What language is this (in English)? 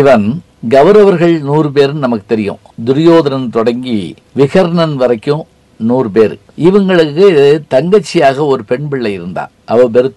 Tamil